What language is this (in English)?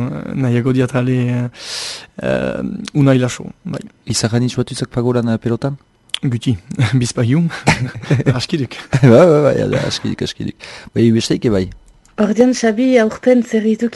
Basque